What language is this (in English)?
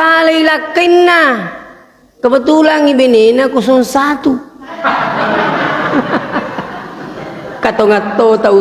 Buginese